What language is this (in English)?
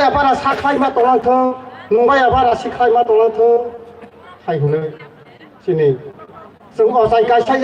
Kok Borok